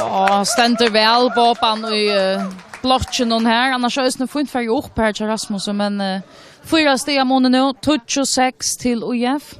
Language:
Faroese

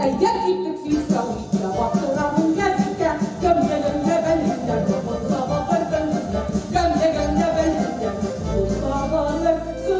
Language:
Bashkir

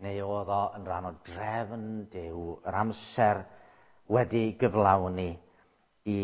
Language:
Welsh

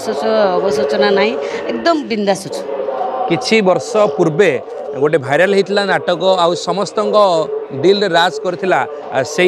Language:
Odia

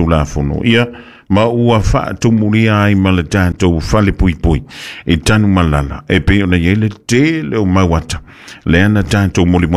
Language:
Samoan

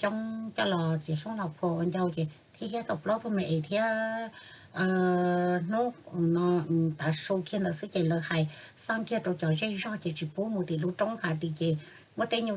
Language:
Hmong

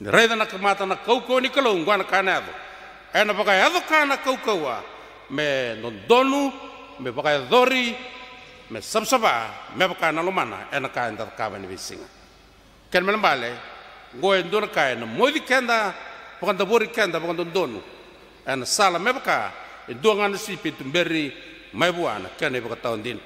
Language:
Fijian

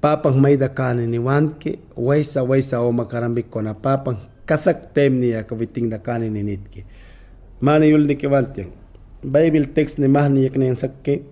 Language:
Mayangna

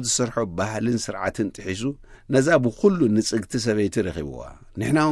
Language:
Tigrinya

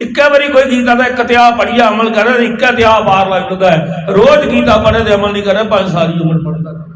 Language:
Dogri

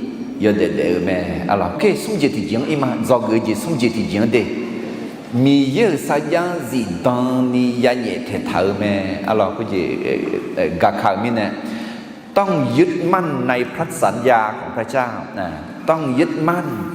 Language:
Akha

